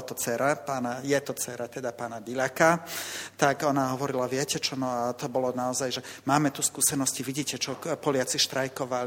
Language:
Slovak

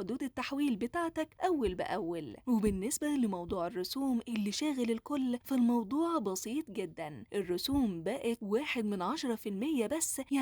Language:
Egyptian Arabic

